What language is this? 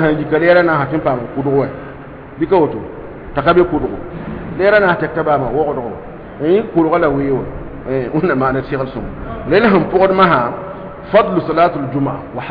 Mossi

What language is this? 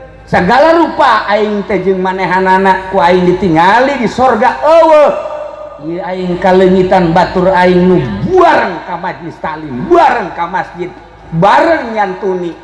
Sundanese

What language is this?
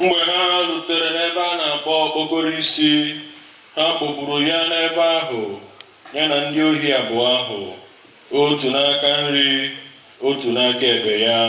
Igbo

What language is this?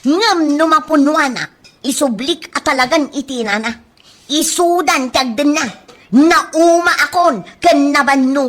Iloko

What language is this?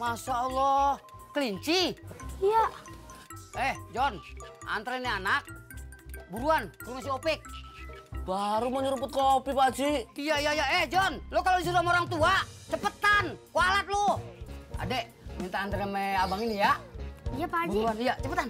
Betawi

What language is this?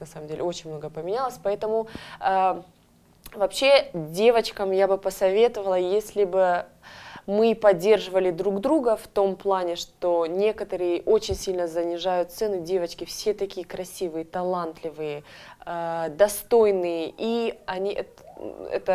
Russian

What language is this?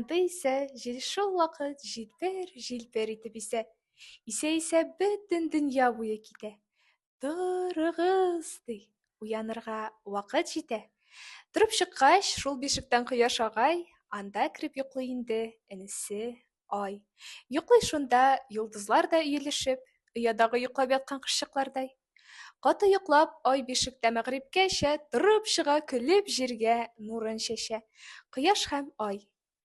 Tatar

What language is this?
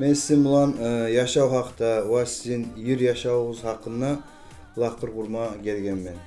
Kumyk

